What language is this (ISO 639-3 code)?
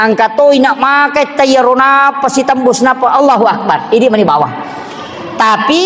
bug